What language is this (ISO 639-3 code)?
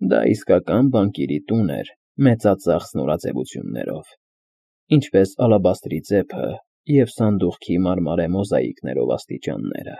hye